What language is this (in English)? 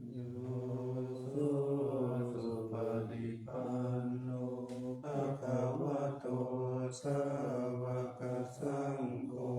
Pali